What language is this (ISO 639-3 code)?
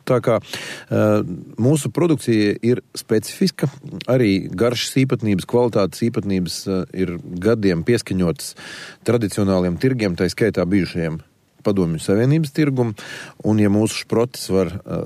lav